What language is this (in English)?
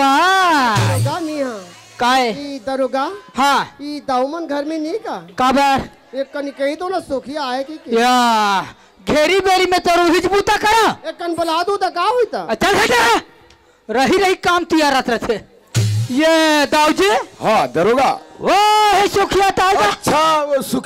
Chhattisgarhi